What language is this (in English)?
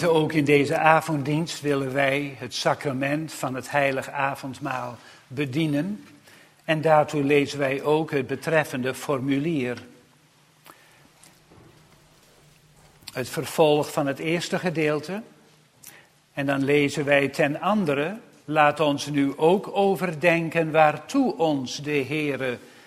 Dutch